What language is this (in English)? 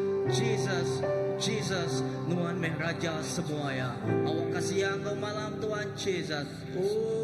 Iban